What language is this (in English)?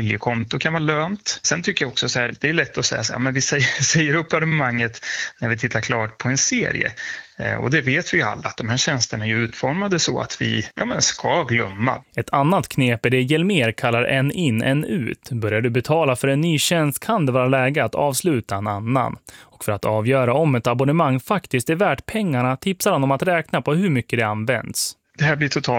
Swedish